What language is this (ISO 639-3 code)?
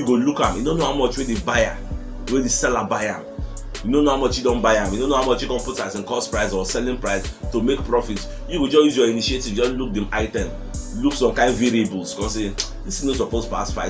pcm